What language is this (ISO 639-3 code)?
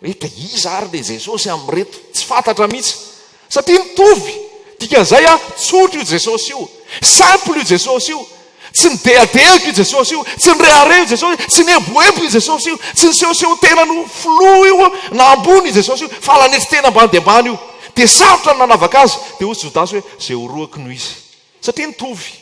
mlg